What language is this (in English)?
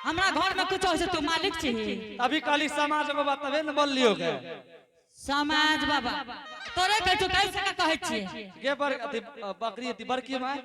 Angika